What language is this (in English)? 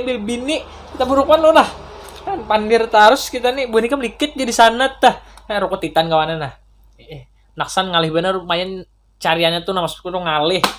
Banjar